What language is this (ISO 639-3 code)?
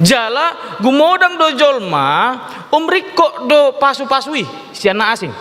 bbc